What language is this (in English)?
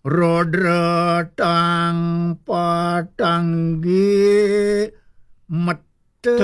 Balinese